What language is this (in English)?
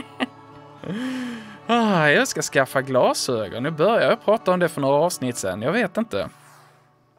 Swedish